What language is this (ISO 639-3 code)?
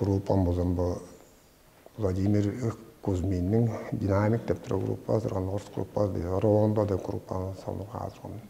tyv